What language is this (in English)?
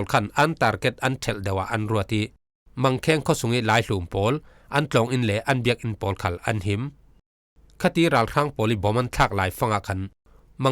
Falam Chin